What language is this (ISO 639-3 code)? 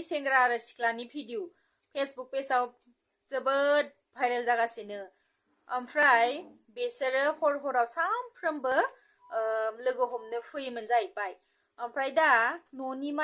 brx